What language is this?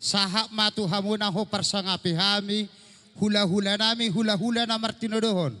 Batak Toba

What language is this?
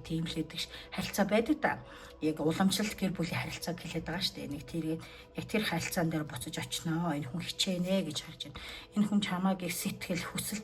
Mongolian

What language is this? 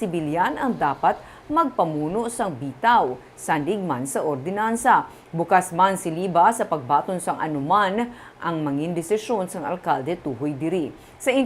Hiligaynon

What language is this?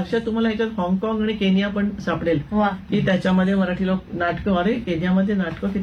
Marathi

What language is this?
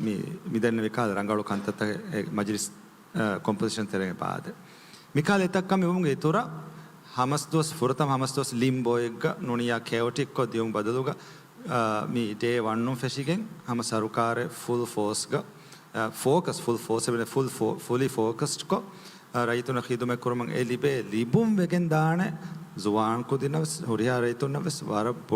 Divehi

